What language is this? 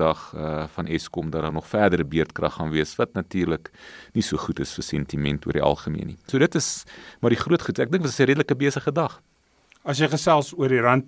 Afrikaans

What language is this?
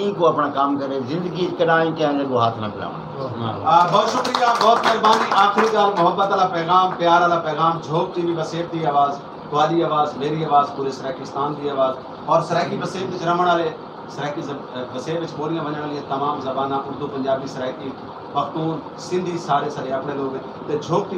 Saraiki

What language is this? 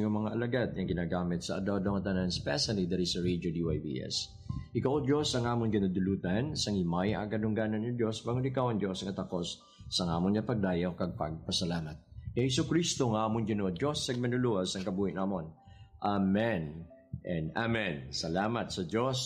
Hiligaynon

